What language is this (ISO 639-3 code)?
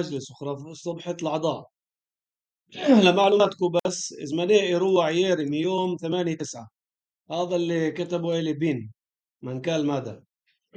apc